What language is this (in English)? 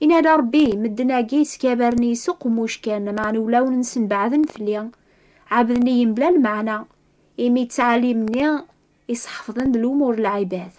Kabyle